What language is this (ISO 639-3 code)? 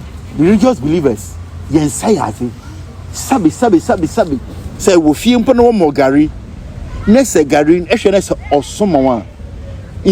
aka